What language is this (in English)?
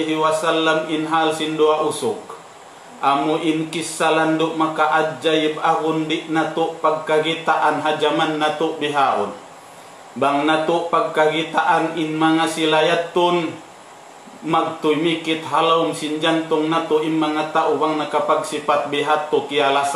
Tausug